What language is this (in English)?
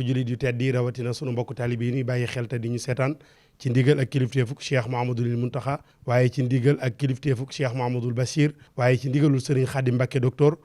Wolof